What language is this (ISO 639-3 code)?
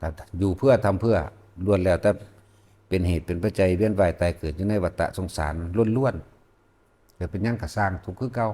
lao